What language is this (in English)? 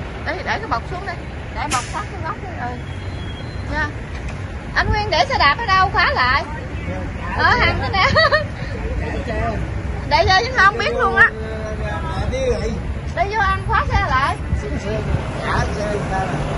Vietnamese